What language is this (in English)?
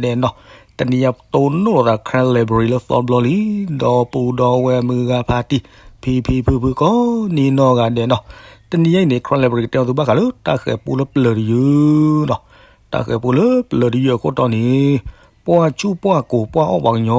S'gaw Karen